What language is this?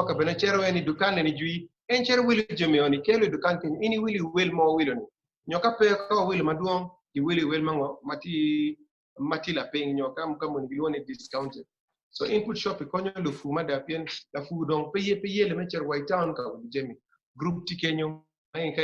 Acoli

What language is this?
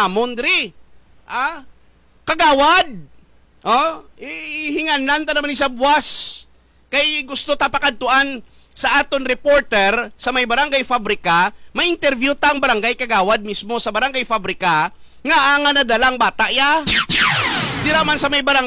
Hiligaynon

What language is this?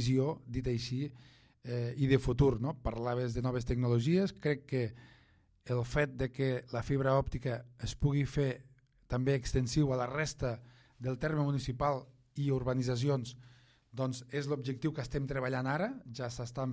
Catalan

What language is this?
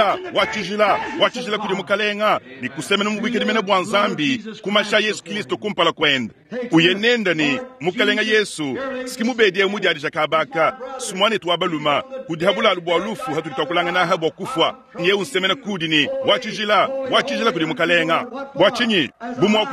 Luba-Lulua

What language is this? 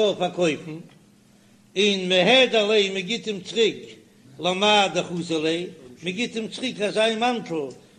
Yiddish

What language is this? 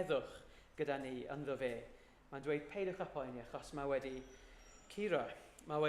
Welsh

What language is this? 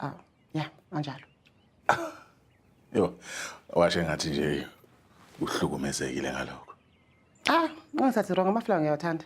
Zulu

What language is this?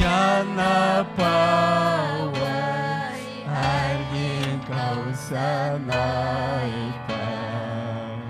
Ayacucho Quechua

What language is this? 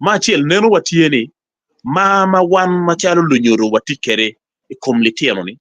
Acoli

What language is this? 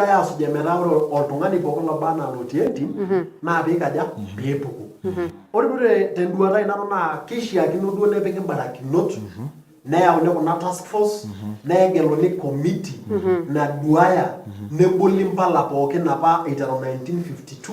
Masai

